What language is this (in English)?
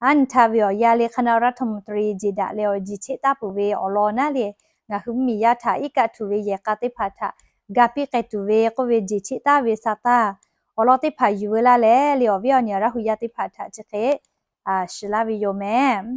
Lahu